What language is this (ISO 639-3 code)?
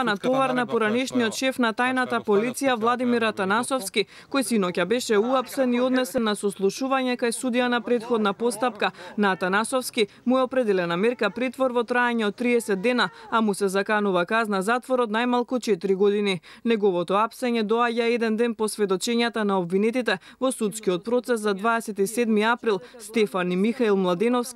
mkd